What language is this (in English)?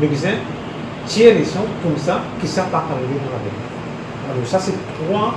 Morisyen